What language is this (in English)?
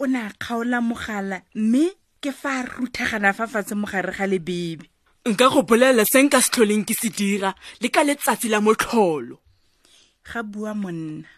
Tswana